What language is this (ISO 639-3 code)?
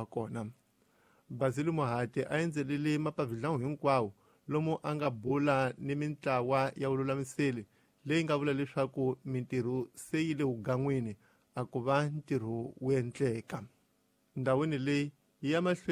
tso